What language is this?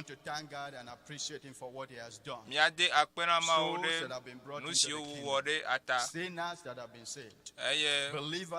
Ewe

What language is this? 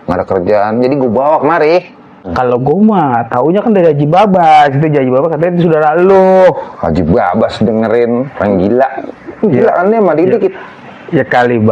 Betawi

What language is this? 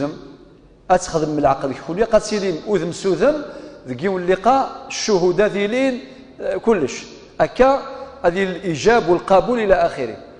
Kabyle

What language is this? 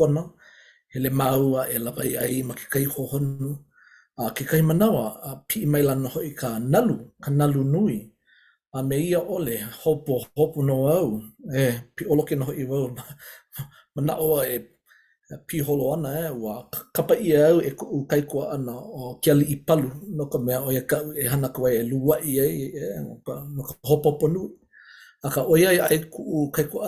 Hawaiian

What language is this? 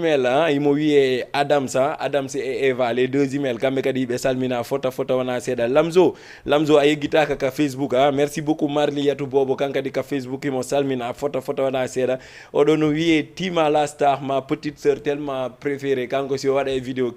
Fula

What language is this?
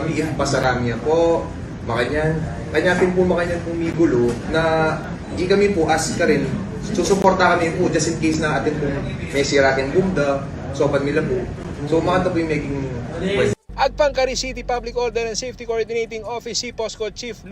Pampanga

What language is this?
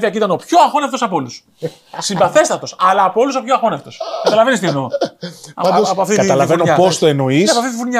Greek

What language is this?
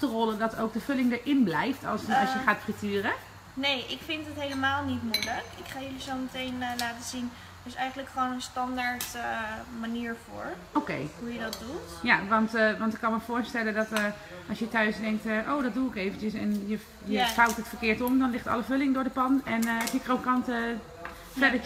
Dutch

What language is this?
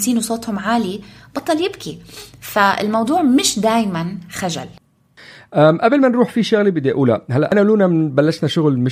North Levantine Arabic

